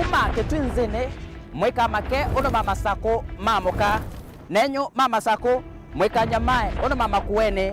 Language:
Kamba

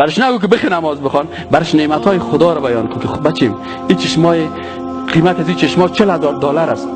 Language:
Persian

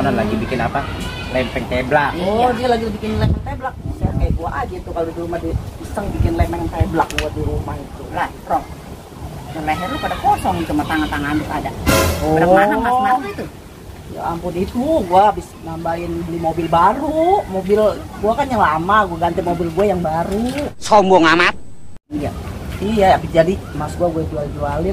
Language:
Betawi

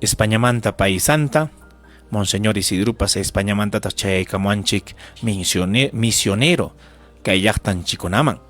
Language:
Ayacucho Quechua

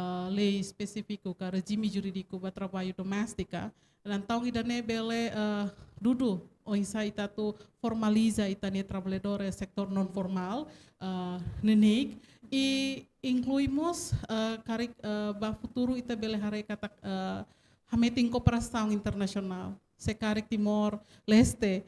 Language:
Tetum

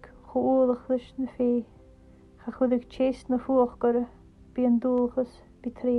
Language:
Scottish Gaelic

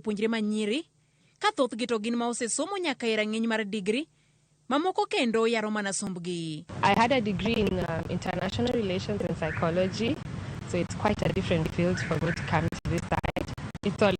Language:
Luo (Kenya and Tanzania)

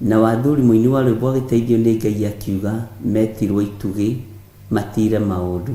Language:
Kikuyu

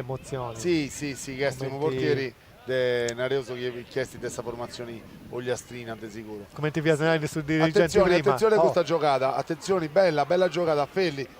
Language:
Sardinian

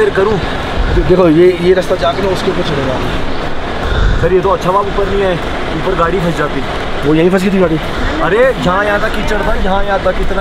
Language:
Hindi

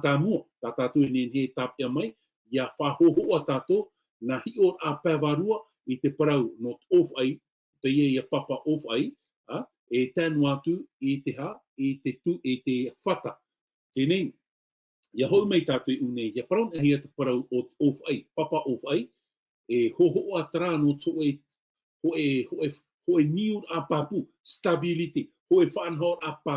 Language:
Tahitian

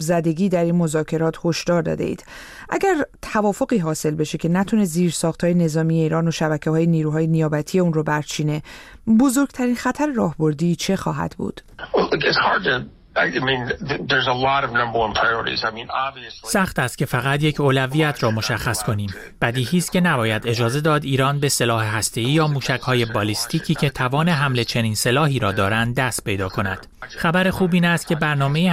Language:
Persian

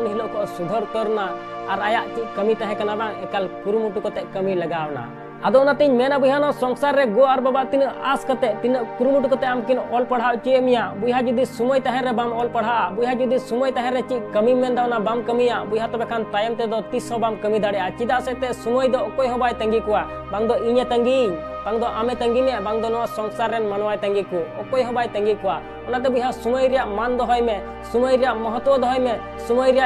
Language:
Santali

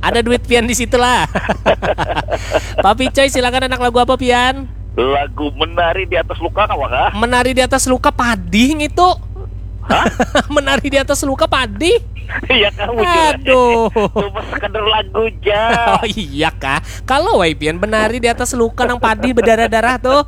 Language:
Banjar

